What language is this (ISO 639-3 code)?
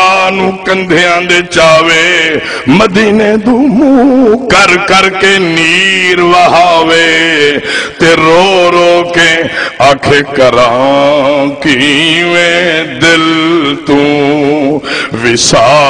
skr